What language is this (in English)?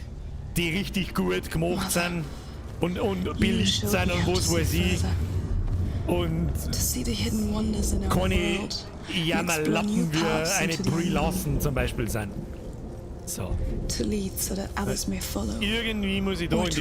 Bavarian